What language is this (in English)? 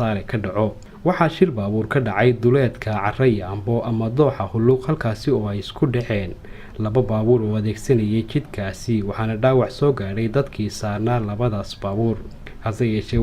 Somali